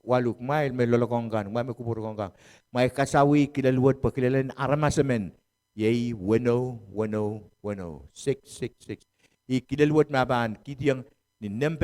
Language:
Pohnpeian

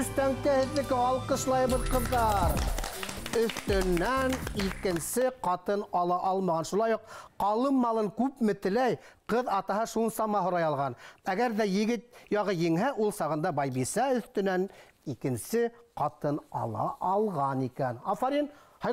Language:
Bashkir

